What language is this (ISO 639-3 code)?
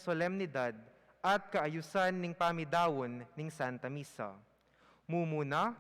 pam